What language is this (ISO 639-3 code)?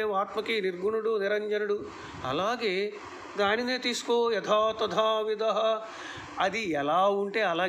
tel